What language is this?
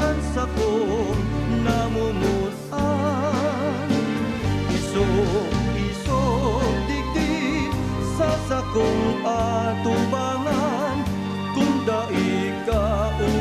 Bikol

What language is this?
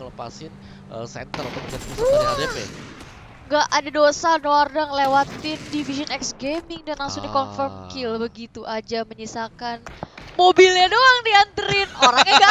Indonesian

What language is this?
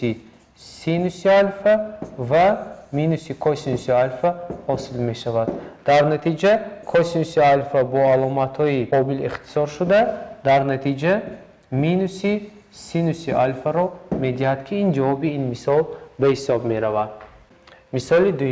Tajik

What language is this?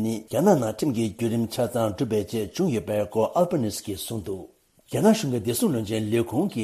Tibetan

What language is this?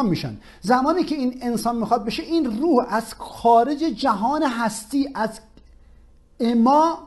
Persian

